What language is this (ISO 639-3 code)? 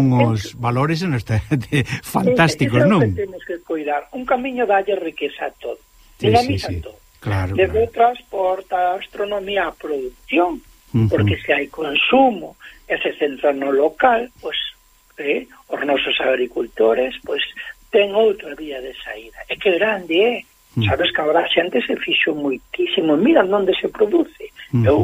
glg